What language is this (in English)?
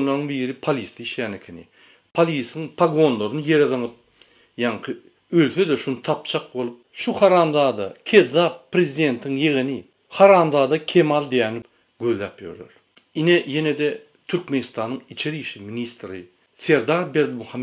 Turkmen